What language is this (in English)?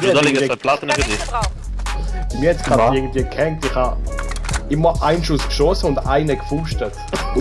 Swiss German